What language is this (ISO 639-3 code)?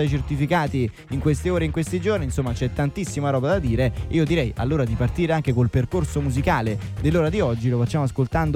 ita